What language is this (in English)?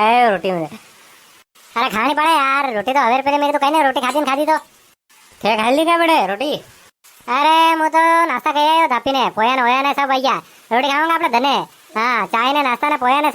Rajasthani